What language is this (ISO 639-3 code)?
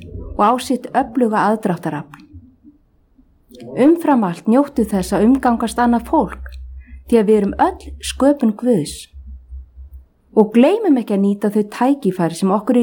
isl